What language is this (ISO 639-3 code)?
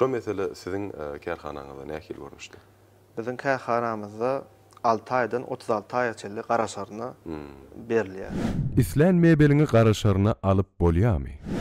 tuk